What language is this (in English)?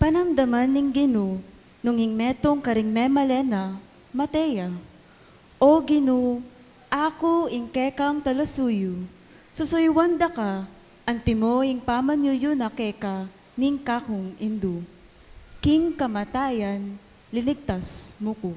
Pampanga